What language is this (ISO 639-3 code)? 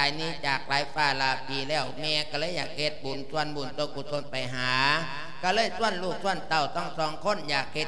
lao